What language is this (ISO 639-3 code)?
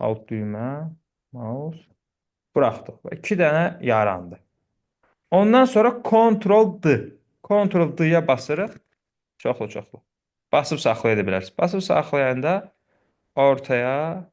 aze